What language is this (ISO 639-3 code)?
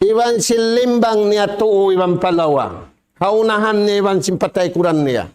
tsg